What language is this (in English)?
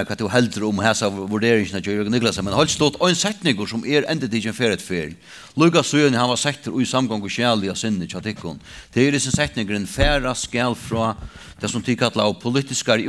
Faroese